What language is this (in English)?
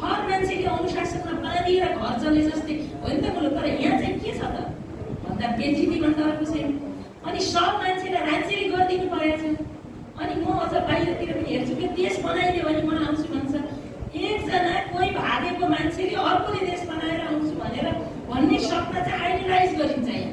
Nepali